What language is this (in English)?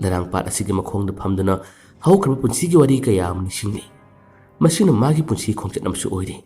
Manipuri